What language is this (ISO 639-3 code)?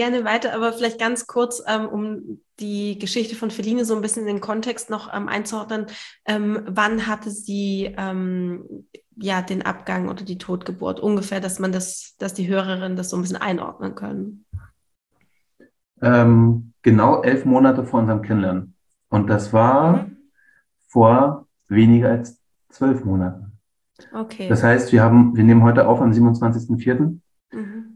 deu